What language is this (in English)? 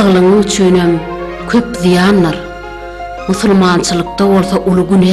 Turkmen